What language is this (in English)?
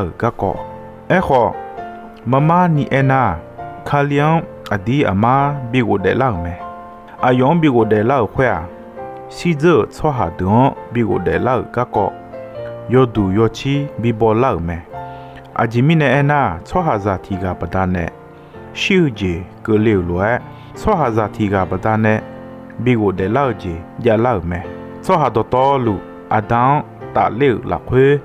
Akha